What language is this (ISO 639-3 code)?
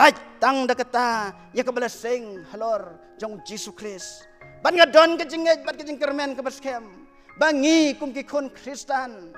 kha